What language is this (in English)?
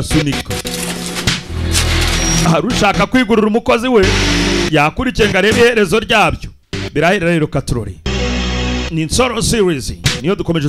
Kinyarwanda